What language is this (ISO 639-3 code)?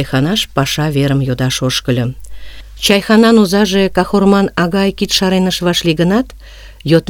chm